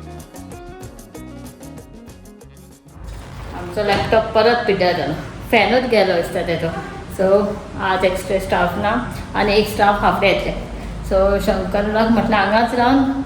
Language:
Konkani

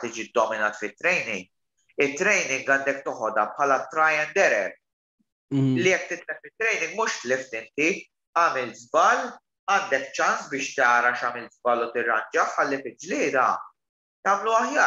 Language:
Maltese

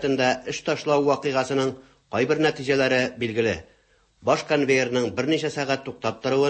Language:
Tatar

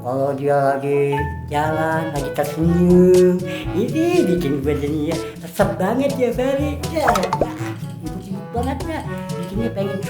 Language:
Betawi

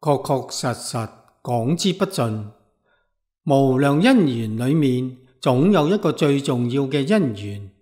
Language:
Cantonese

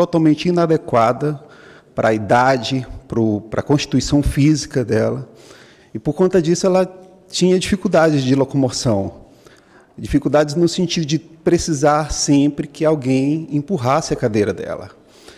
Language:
Portuguese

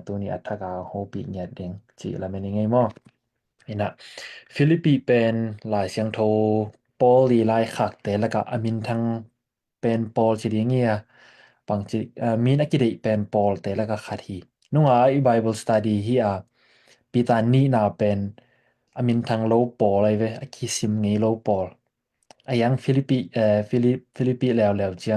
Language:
Tedim Chin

